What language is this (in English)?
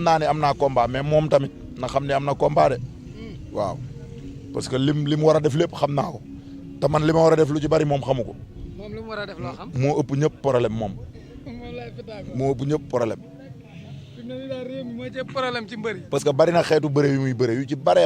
Wolof